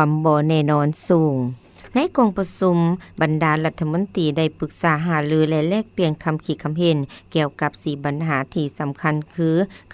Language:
Lao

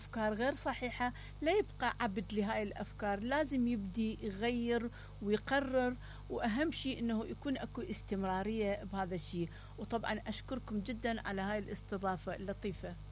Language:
Mesopotamian Arabic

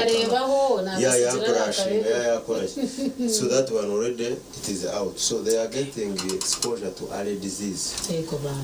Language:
Nyankole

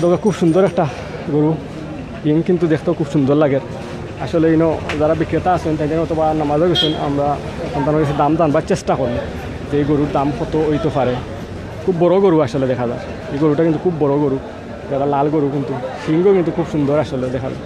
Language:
Sylheti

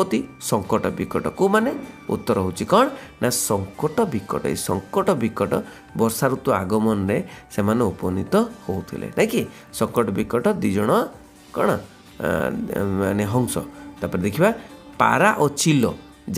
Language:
Odia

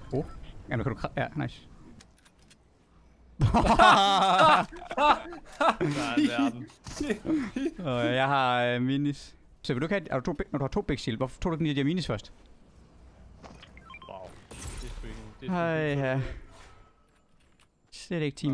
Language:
Danish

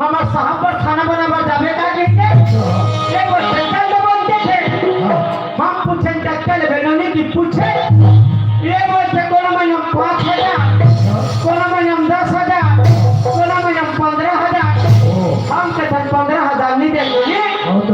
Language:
Chhattisgarhi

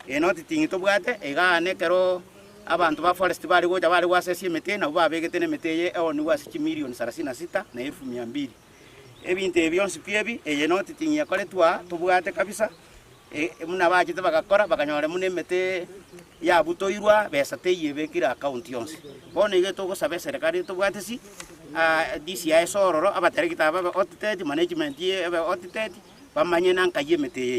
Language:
Gusii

